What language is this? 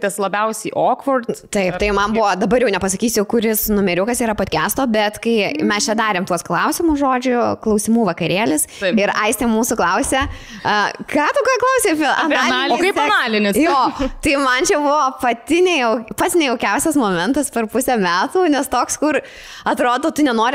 Lithuanian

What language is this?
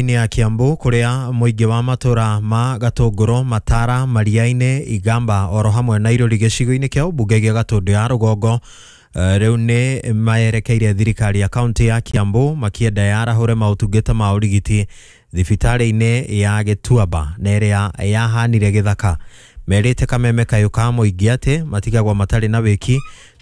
Kikuyu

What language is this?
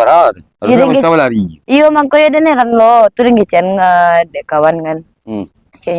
Minangkabau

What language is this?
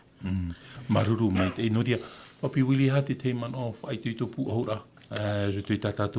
Tahitian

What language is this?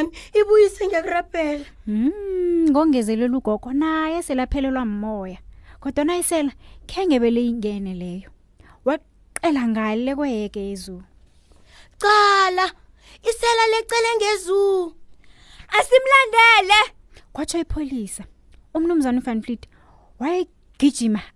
South Ndebele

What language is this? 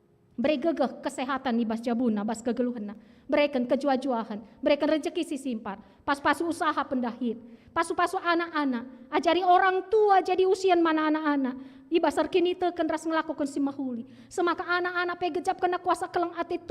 Batak Karo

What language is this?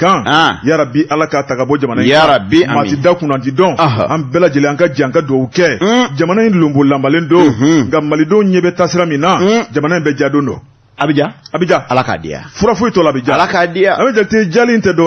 Bambara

